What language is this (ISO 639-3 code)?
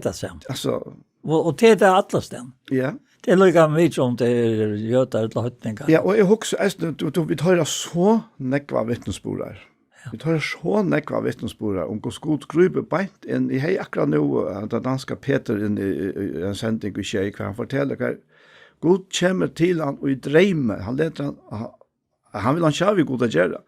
fao